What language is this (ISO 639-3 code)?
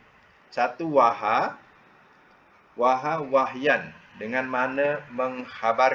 msa